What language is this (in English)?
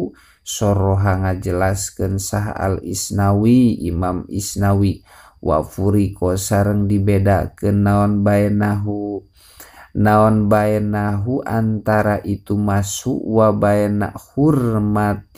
Sundanese